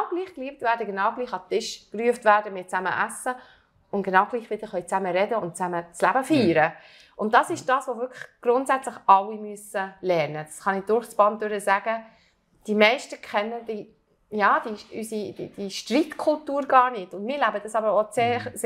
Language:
Swiss German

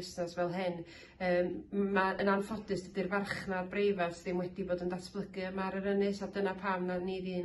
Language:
Welsh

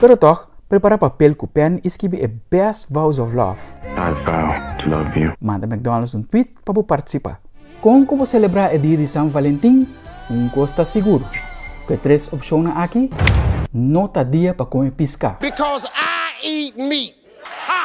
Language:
Papiamento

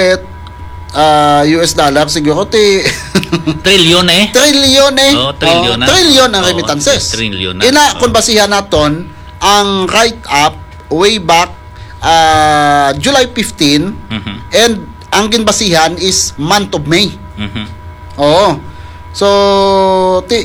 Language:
Hiligaynon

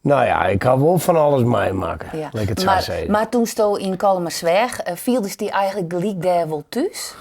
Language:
Western Frisian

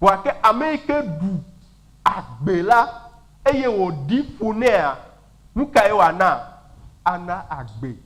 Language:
Ewe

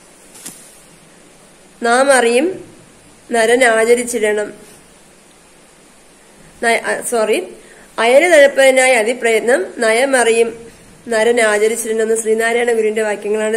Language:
Malayalam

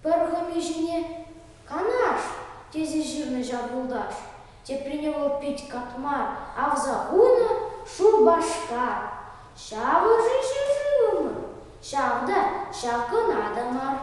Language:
Chuvash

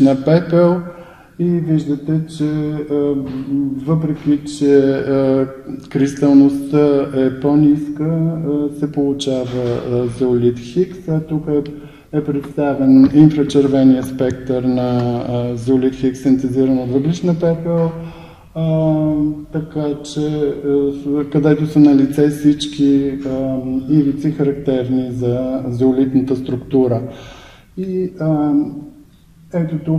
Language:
Bulgarian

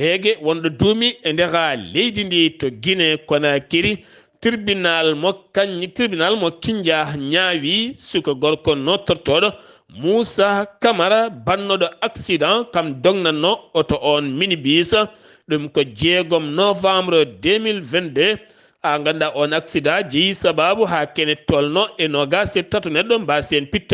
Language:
Fula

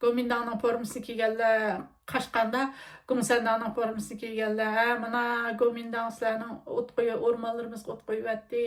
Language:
Uyghur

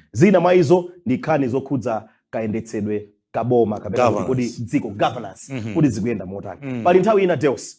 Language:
Nyanja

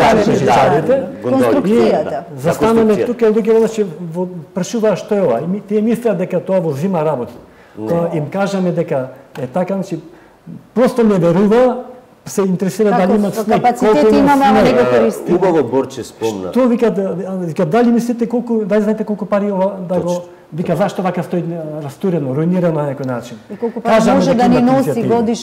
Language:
Macedonian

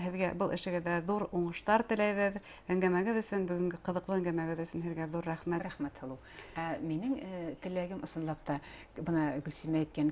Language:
Bashkir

